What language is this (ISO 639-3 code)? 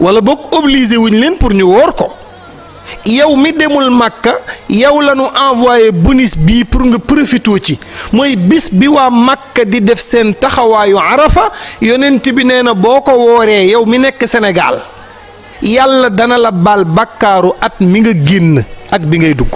wol